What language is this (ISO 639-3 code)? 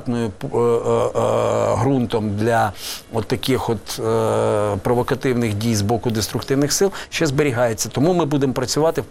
ukr